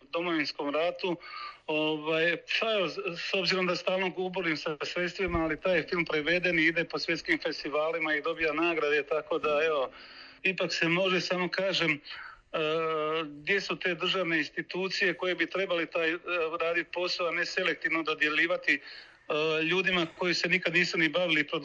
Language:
Croatian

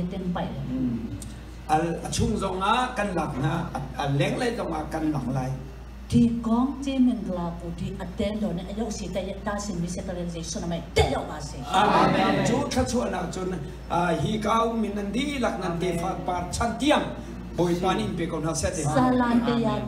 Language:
Hakha Chin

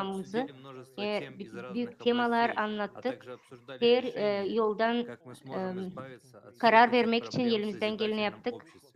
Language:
Gagauz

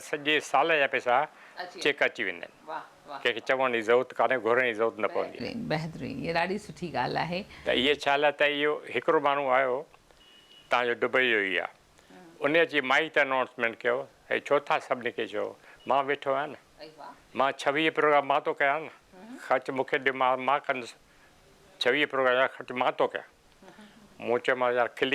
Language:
Sindhi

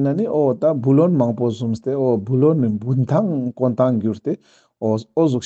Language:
Ladakhi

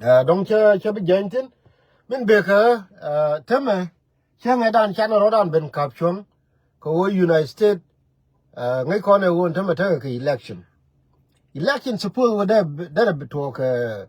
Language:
Nuer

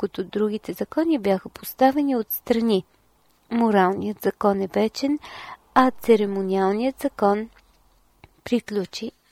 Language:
Bulgarian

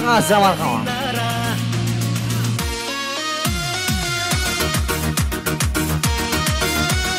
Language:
Kara-Kalpak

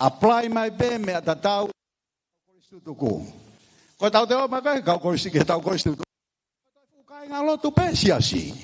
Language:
Tongan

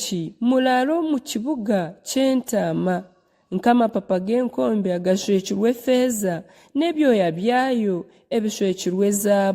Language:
Nyankole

